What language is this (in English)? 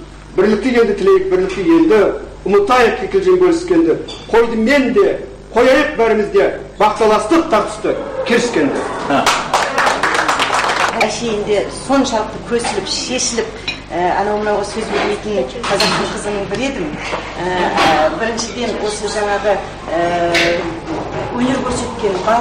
Kazakh